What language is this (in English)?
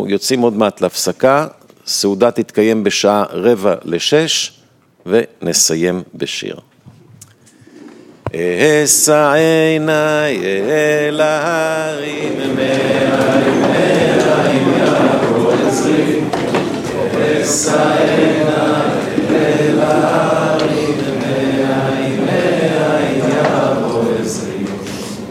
Hebrew